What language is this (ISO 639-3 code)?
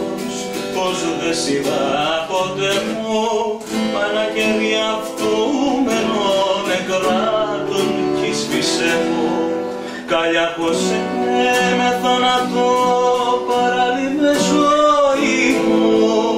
ell